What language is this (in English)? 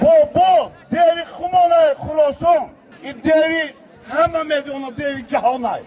Tajik